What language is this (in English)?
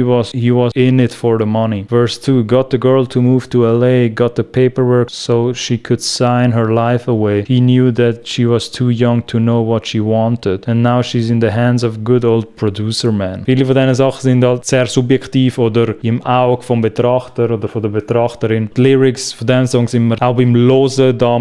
Swiss German